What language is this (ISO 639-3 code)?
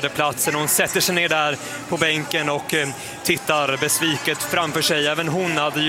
swe